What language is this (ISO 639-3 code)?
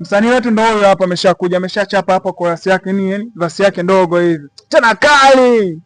swa